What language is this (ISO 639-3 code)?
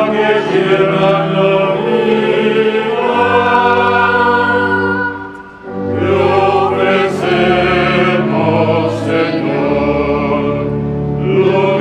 spa